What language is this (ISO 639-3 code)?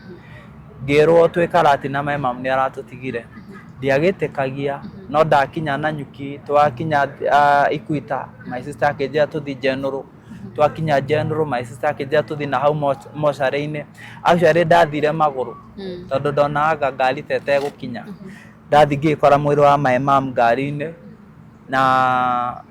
kik